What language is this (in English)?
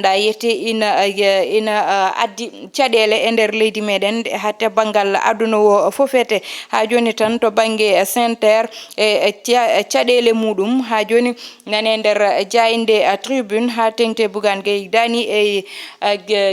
Fula